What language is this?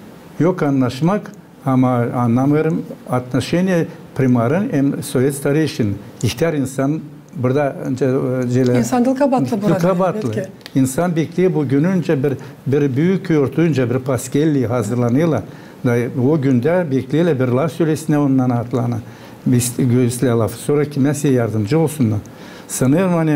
Gagauz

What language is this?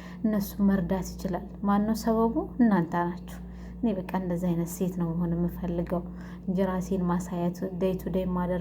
Amharic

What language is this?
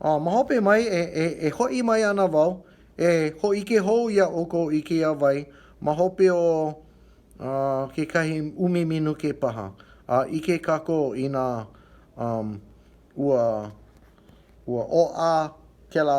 Hawaiian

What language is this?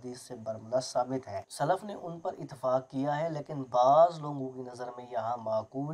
Urdu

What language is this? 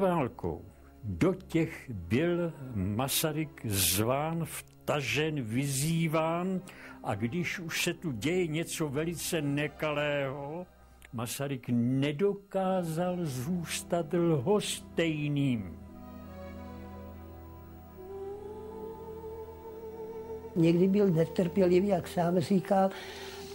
Czech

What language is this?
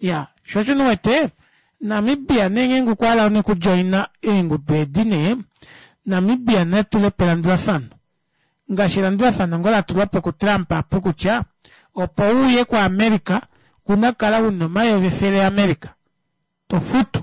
Kuanyama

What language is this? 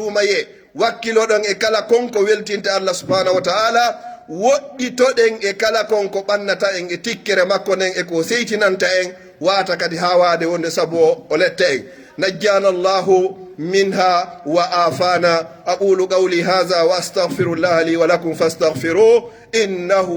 Pular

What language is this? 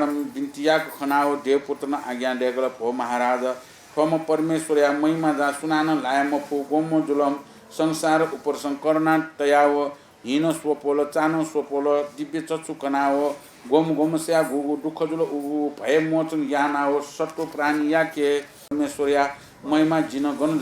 Newari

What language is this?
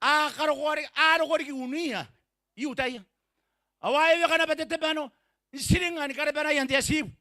Gilbertese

